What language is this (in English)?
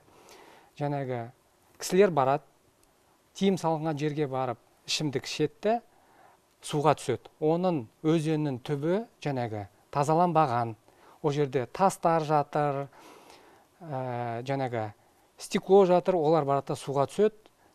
Kazakh